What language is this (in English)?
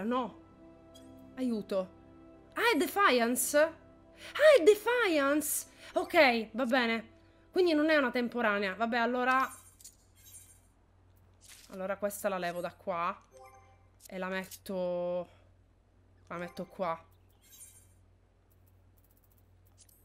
Italian